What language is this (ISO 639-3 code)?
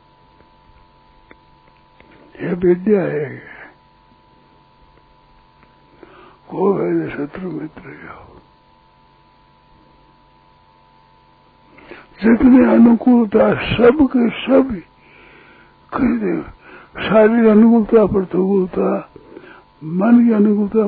hin